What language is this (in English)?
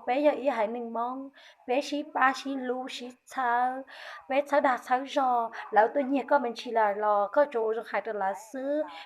Hmong